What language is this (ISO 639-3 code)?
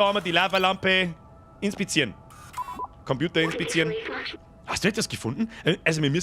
bar